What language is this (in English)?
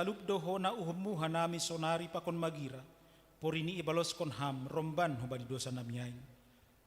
Batak Simalungun